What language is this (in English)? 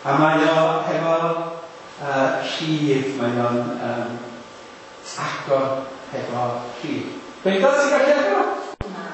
Welsh